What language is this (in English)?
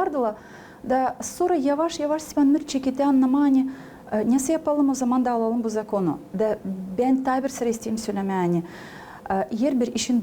Gagauz